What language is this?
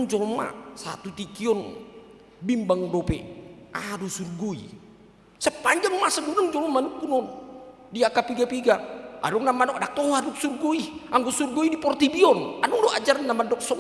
Batak Toba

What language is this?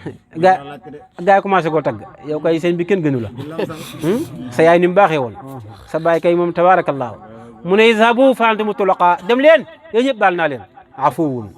Wolof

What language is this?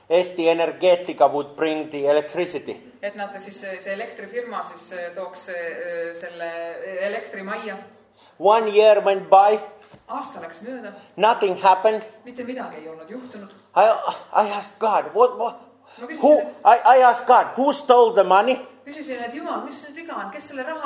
Estonian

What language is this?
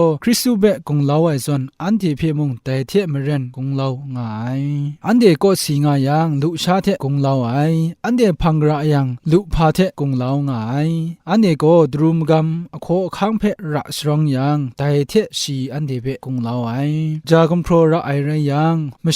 Kachin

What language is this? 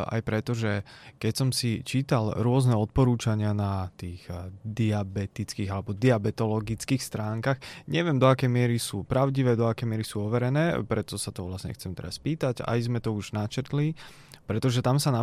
Slovak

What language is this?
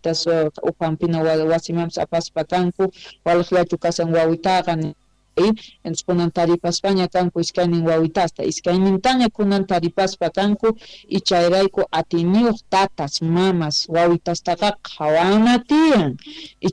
South Bolivian Quechua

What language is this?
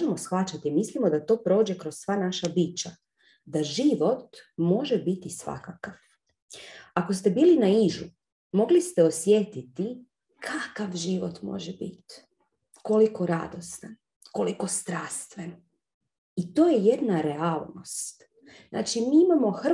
Croatian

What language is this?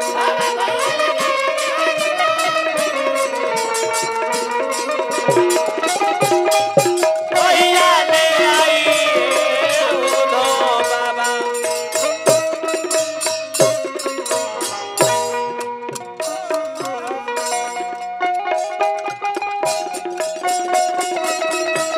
Bhojpuri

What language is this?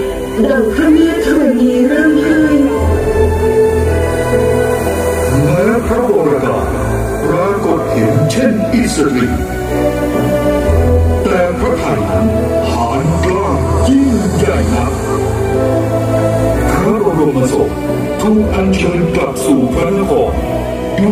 Thai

